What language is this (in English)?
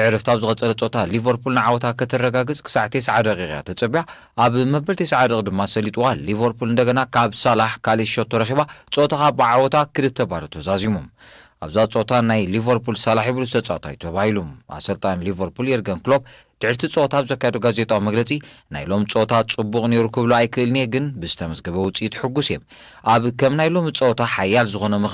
Tigrinya